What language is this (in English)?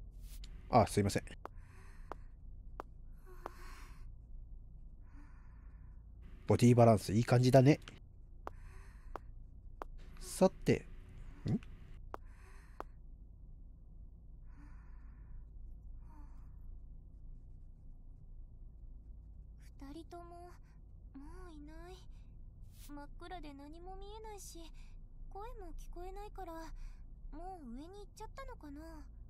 Japanese